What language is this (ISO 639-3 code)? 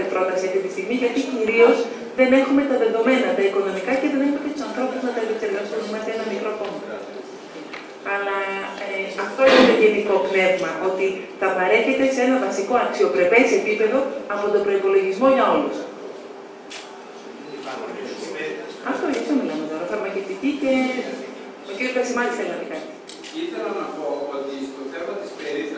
ell